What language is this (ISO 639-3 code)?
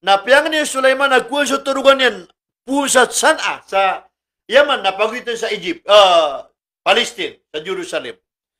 mrw